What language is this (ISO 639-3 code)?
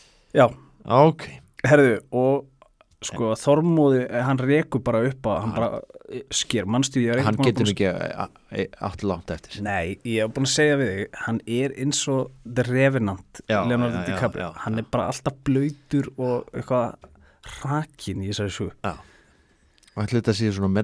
isl